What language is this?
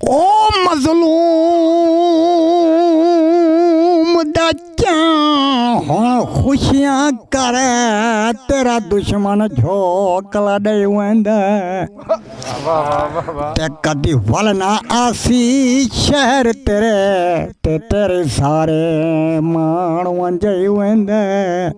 Saraiki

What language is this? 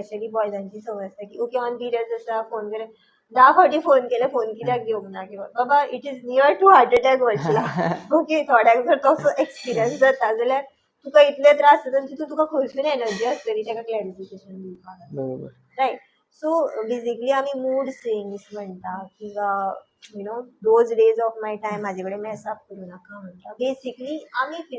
Konkani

